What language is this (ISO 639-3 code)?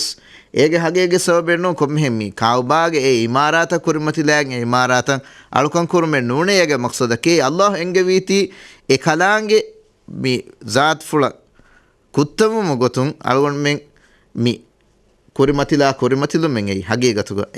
div